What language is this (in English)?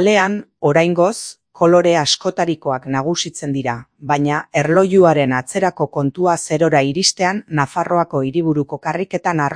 Basque